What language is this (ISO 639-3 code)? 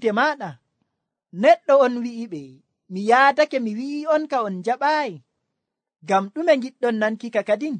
fuv